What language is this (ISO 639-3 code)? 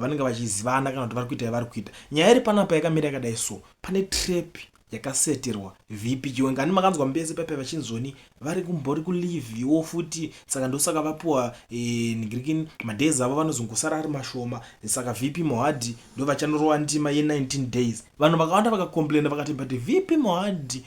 sna